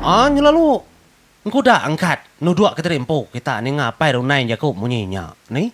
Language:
Iban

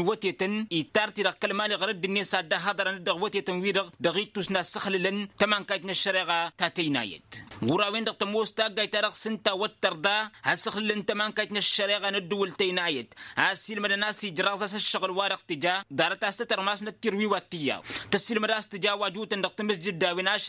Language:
Tamasheq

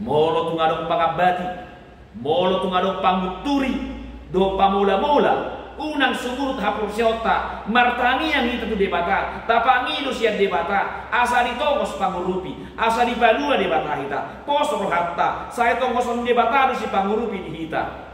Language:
Batak Toba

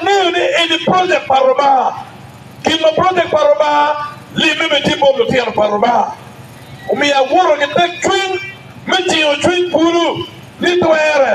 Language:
Acoli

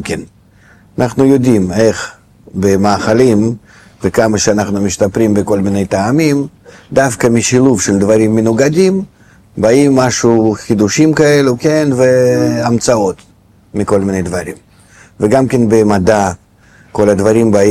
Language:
Hebrew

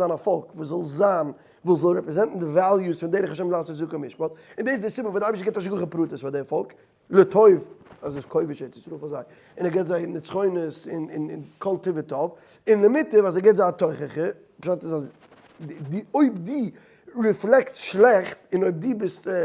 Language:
Yiddish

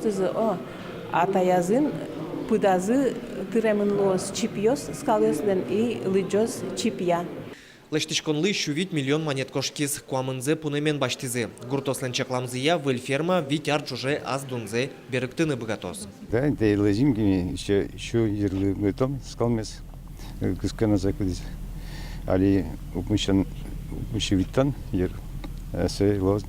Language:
Udmurt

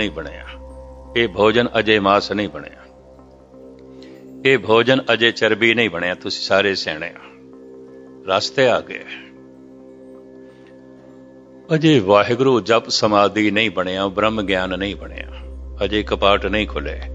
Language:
Punjabi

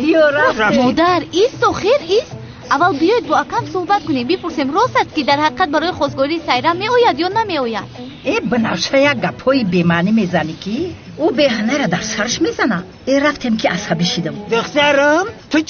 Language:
Tajik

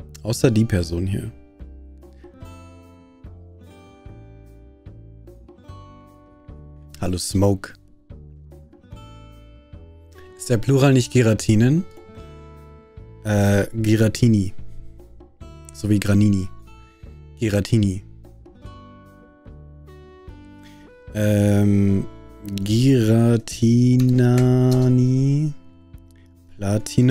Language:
German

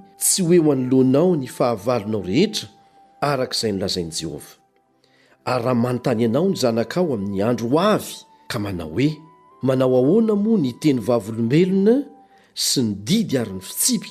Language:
Malagasy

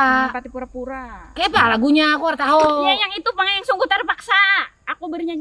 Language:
Banjar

